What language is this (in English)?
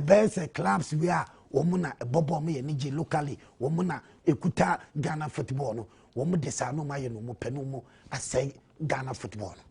Akan